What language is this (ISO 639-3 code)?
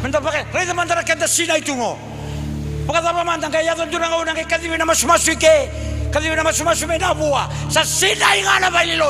fij